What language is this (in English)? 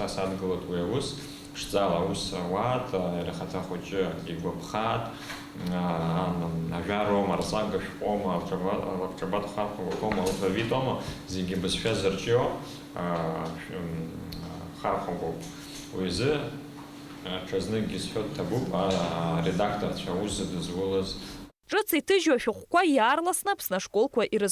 Abkhazian